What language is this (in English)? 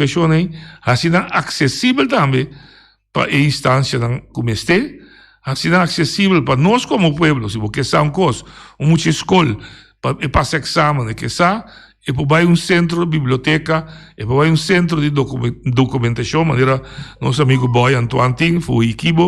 Papiamento